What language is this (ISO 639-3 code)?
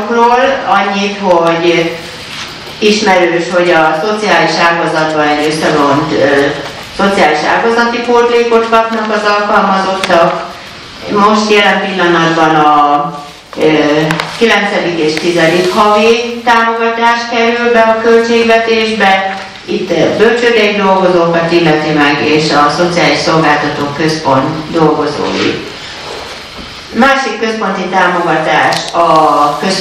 hun